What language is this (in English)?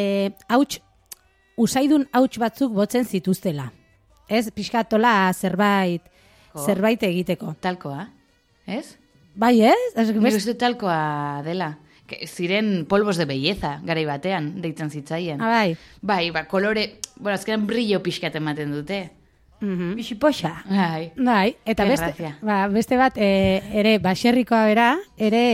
Basque